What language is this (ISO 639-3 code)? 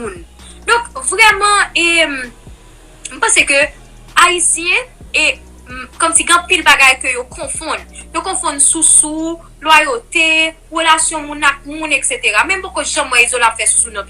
hat